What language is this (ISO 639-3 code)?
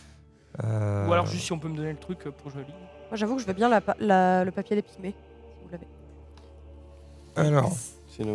fra